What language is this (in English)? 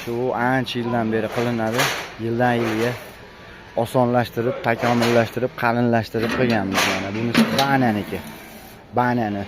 Uzbek